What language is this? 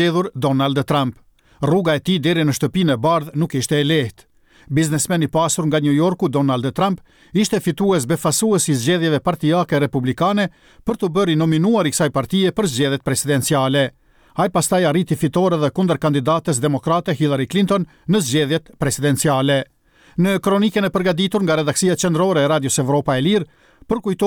Albanian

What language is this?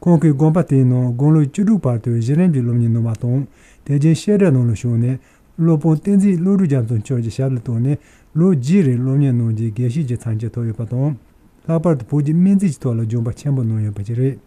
Tibetan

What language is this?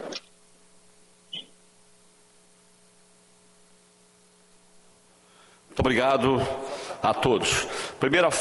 Portuguese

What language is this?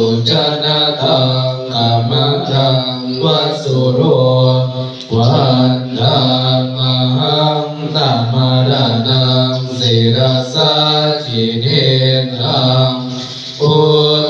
Pali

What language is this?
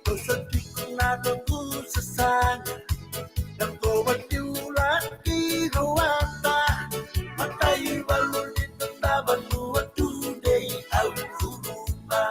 Fijian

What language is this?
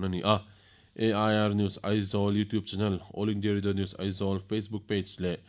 Mizo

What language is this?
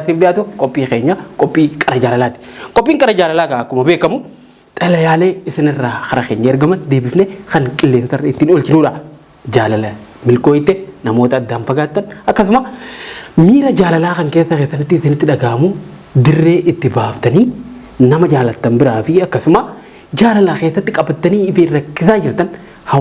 Oromo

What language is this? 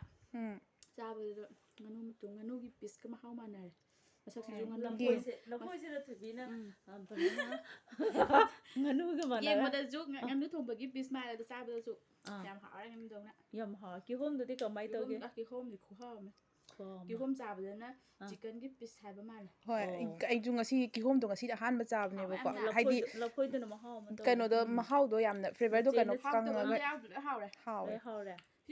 Manipuri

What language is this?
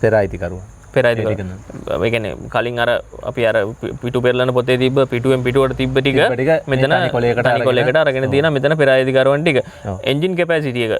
Sinhala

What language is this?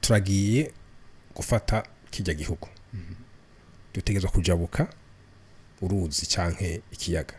Rundi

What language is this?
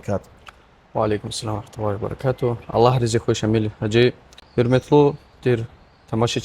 Lezghian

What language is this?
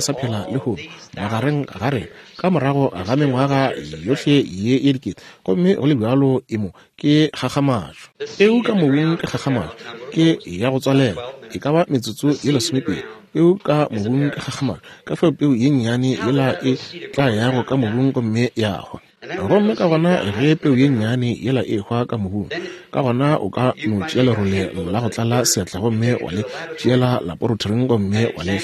Northern Sotho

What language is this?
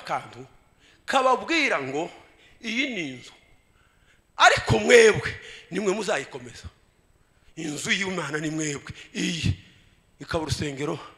Kinyarwanda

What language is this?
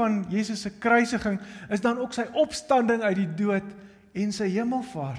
Afrikaans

